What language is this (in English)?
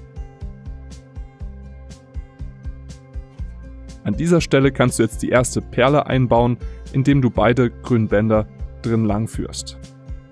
German